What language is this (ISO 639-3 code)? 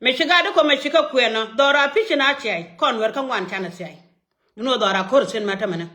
nus